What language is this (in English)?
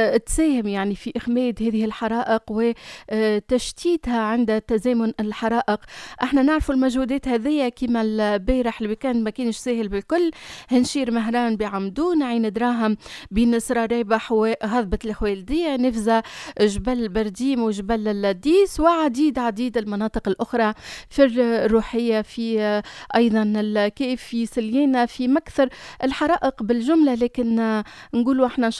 Tunisian Arabic